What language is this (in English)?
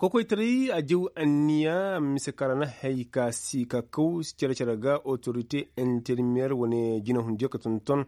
Koyraboro Senni